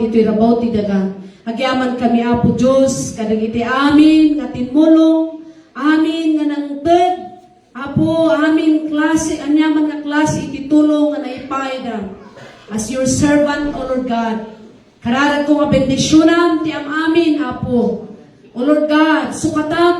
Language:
Iloko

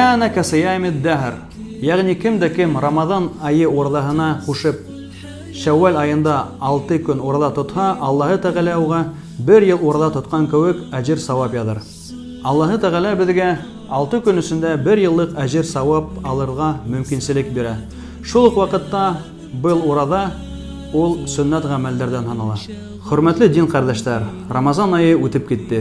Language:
Bashkir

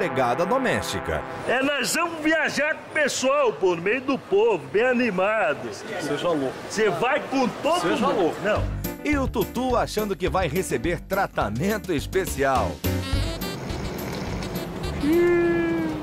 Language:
Portuguese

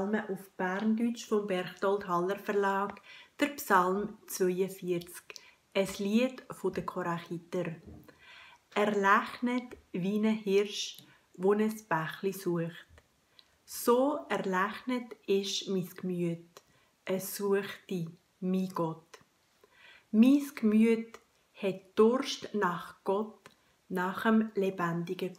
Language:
Swiss German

